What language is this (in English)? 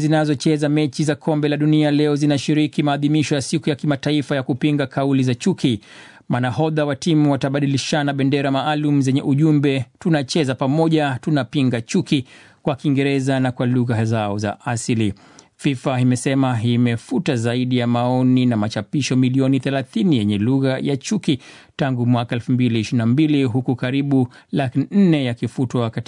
Swahili